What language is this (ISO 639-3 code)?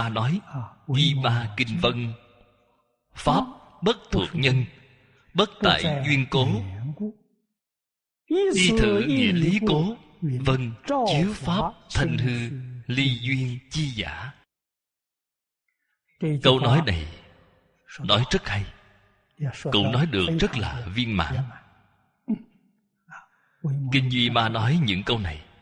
vie